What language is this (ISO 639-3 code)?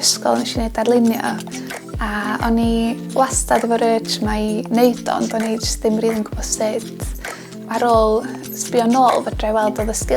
cym